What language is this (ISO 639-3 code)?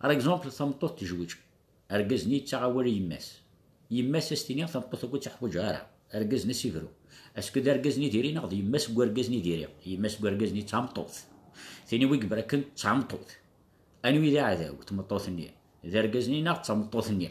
kab